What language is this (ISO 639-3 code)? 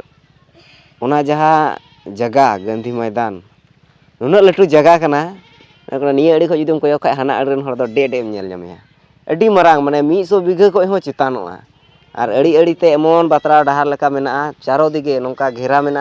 sat